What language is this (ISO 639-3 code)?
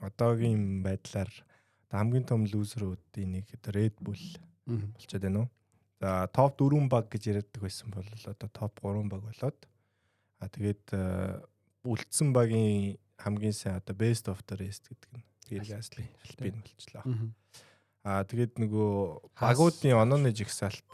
mon